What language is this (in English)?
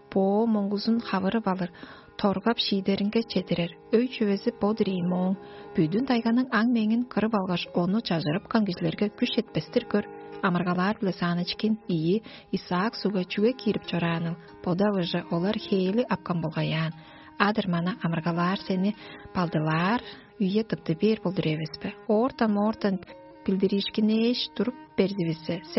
Tuvinian